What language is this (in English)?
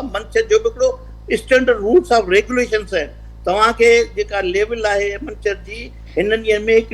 Sindhi